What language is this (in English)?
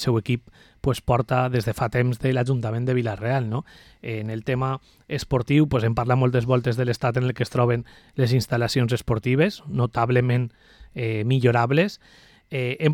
Catalan